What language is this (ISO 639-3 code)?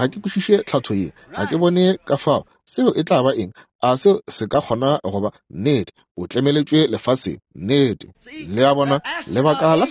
nso